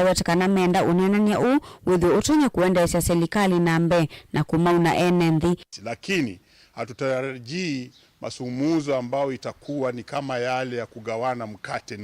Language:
Kamba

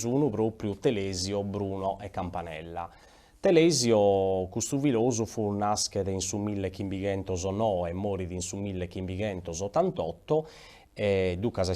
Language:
Sardinian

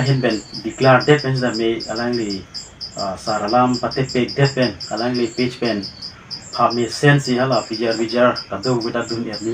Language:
Karbi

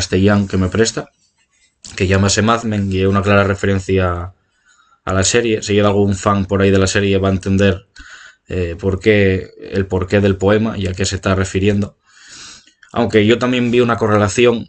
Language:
Asturian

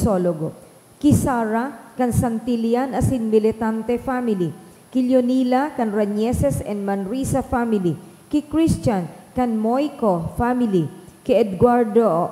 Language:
Bikol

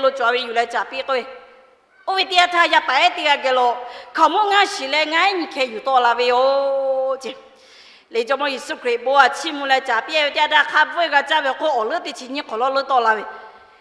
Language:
Lahu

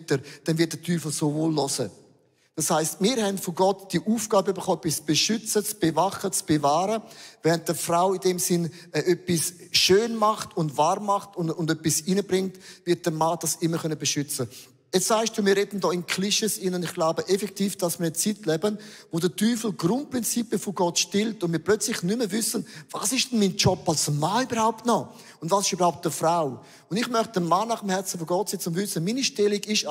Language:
Swiss German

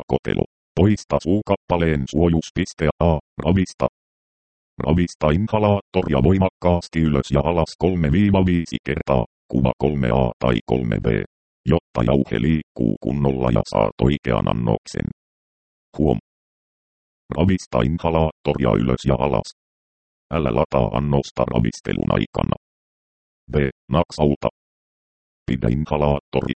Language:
Finnish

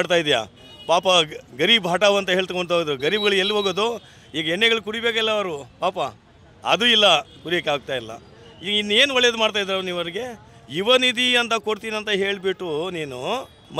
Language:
Kannada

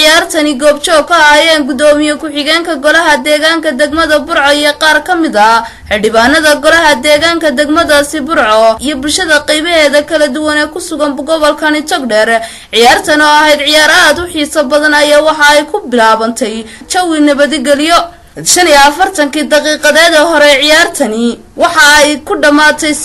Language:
Somali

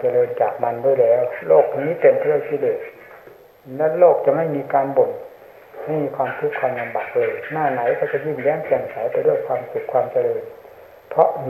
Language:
Thai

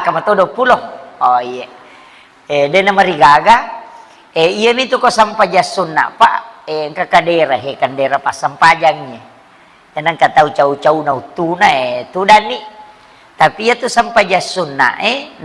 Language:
Buginese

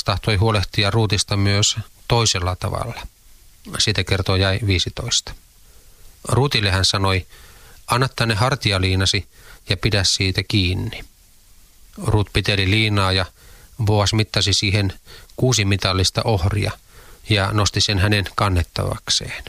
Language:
Finnish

